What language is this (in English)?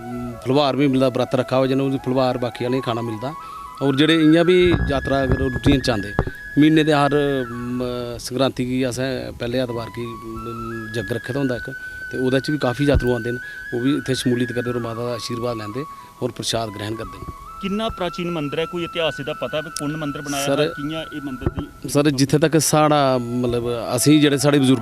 Dogri